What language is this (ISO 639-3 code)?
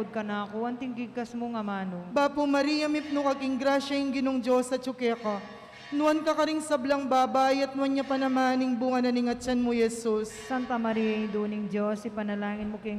pam